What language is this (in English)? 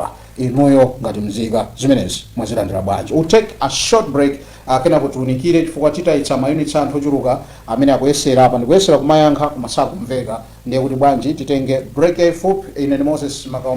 Nyanja